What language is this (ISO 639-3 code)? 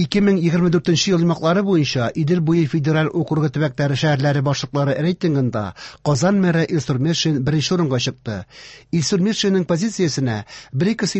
tat